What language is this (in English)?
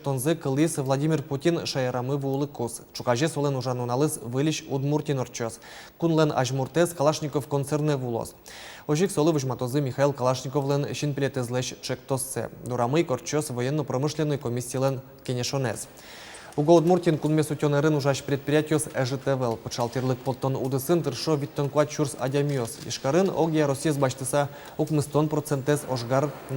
Udmurt